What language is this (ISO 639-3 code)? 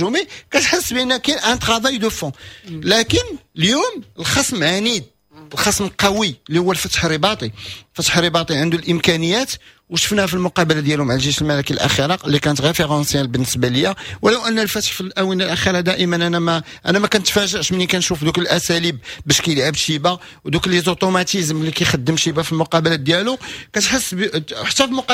ary